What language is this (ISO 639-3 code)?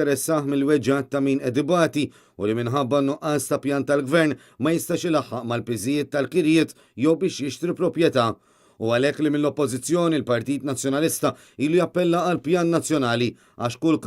mlt